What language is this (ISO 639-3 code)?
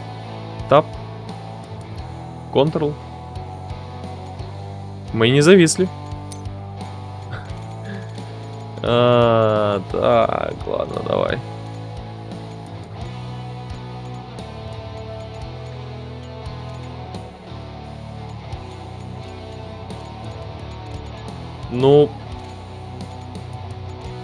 rus